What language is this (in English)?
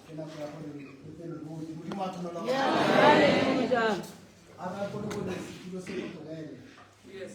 Tswana